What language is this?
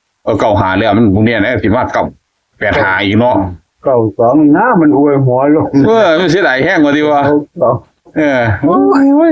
Northeastern Thai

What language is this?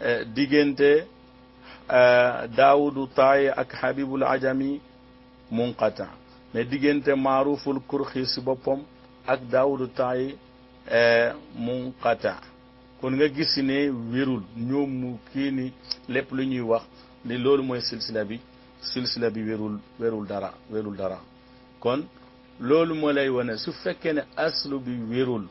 Wolof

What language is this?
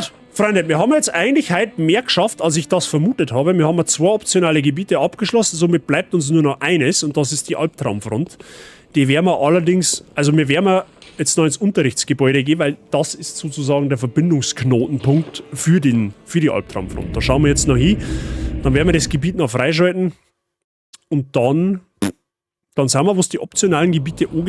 Bavarian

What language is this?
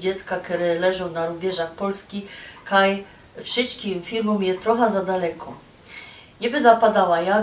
Silesian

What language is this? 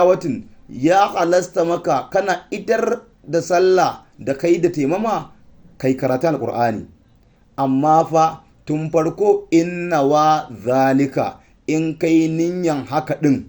Hausa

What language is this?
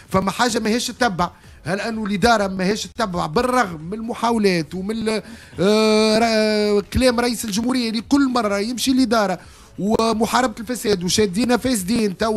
Tunisian Arabic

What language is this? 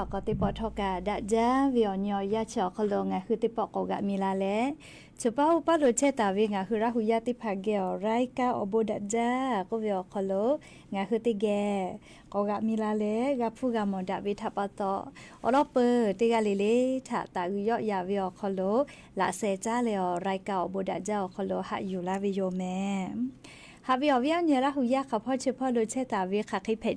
Lahu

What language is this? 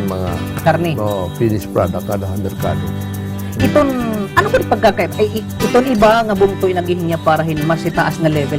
Waray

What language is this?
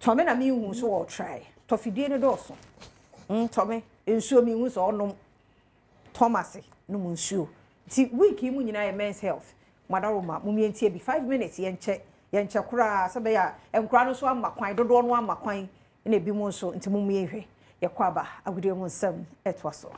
Akan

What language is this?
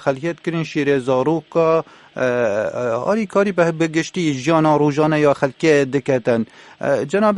Kurdish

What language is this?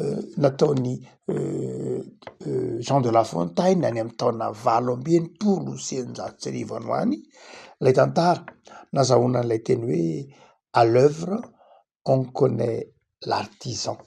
Malagasy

